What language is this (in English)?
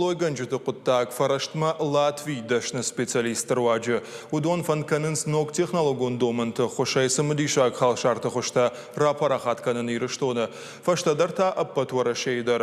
Ossetic